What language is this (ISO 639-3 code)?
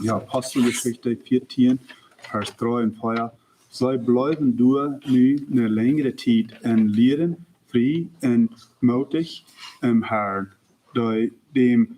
pdt